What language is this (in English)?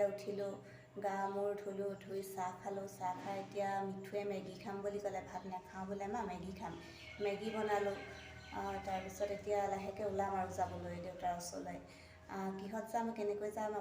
Assamese